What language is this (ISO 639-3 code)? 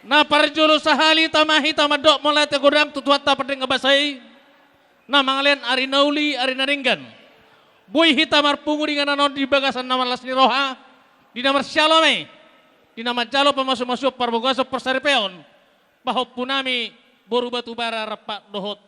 bbc